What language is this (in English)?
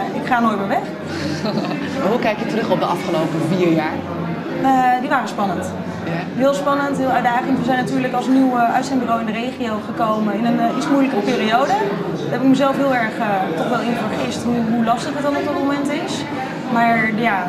Dutch